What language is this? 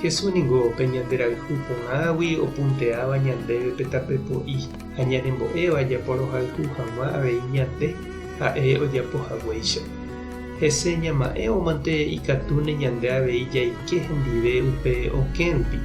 Guarani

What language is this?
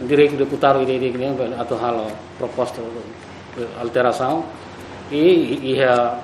Tetum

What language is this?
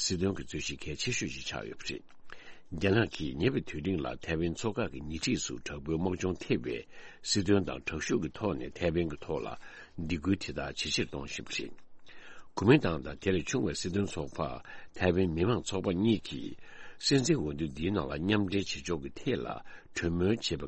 Tibetan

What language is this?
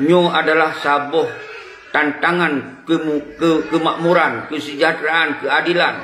Achinese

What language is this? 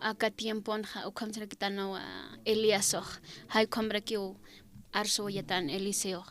Aymara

